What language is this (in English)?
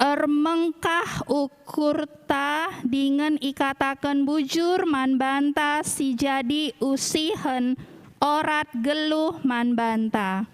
Batak Karo